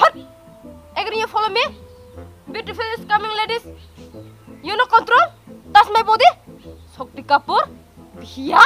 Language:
Kok Borok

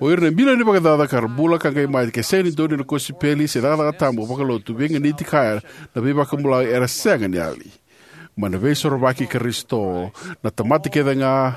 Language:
Fijian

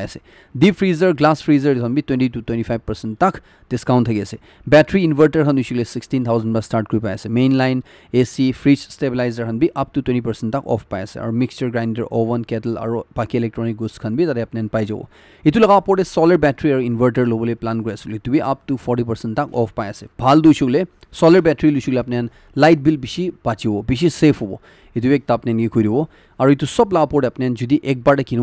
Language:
Naga Pidgin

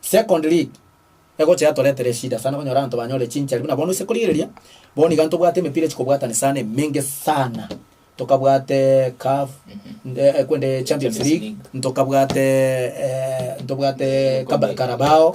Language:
Gusii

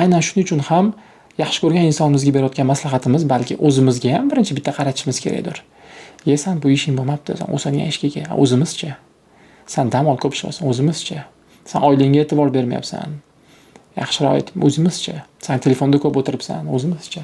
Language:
Uzbek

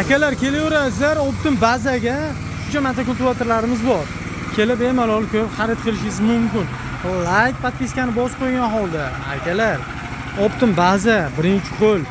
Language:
Uzbek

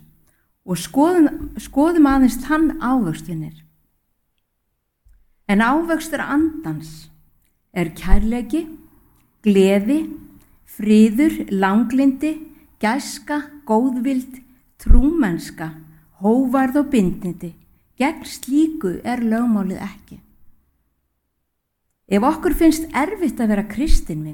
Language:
Icelandic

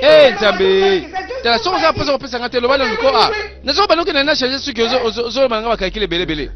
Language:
Lingala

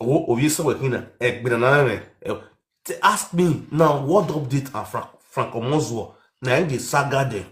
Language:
Nigerian Pidgin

